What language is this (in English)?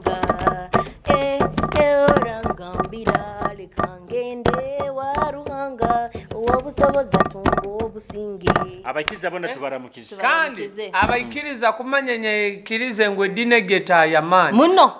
Nyoro